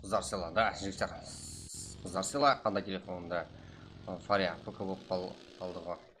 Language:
Kara-Kalpak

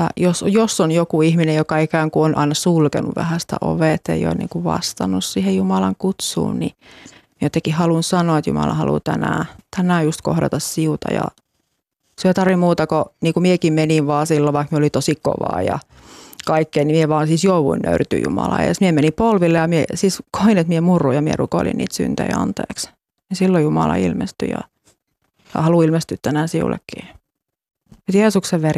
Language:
Finnish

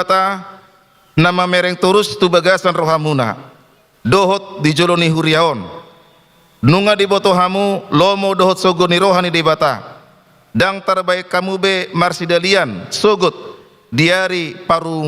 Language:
Batak Toba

